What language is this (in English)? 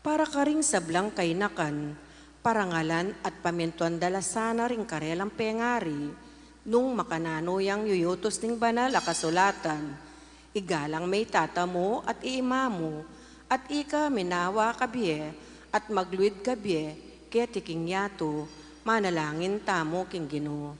Pampanga